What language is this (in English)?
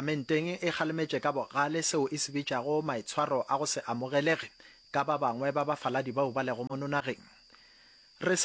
Northern Sotho